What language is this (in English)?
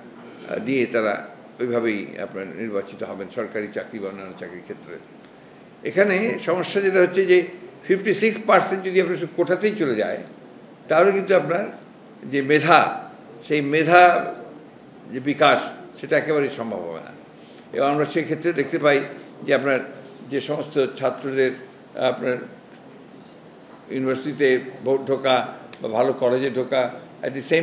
Bangla